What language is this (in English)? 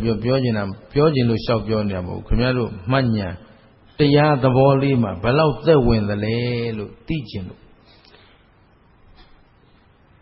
Burmese